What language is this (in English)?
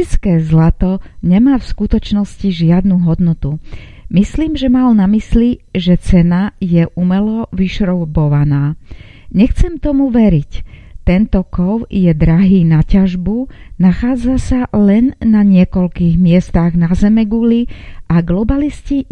Slovak